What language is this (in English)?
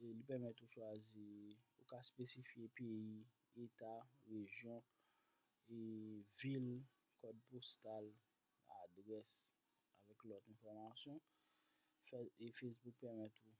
Haitian Creole